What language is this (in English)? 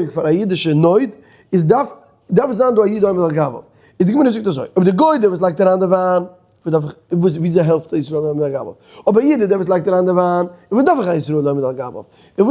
Yiddish